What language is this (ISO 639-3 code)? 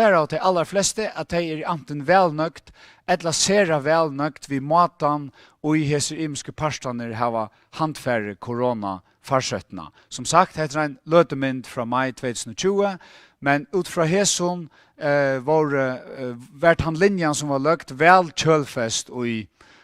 fao